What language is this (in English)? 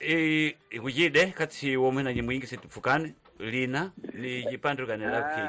Tsonga